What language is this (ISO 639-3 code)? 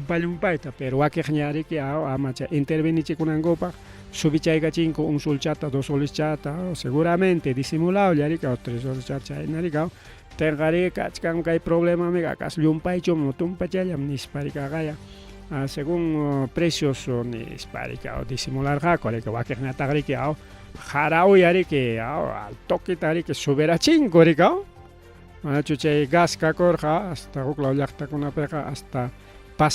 quy